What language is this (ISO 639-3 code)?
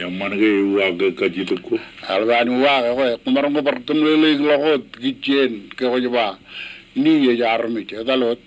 mah